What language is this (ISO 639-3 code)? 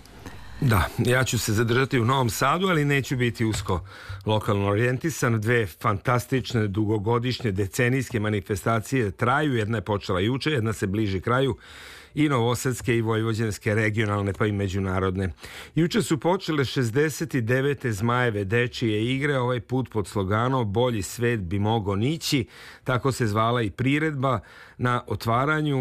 srp